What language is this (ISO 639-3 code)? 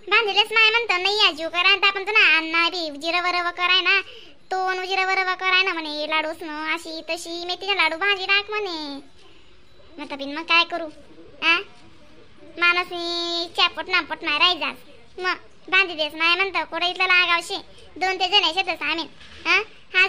khn